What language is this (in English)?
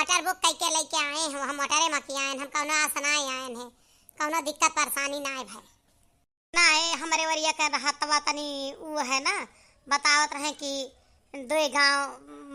Awadhi